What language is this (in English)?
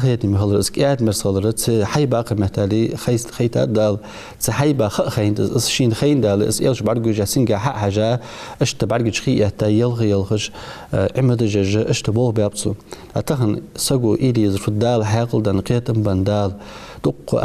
Ingush